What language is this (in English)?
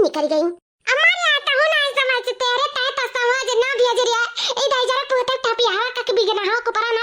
Awadhi